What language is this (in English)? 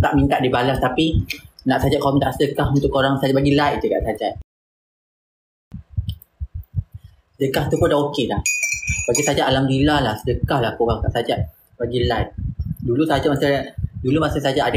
Malay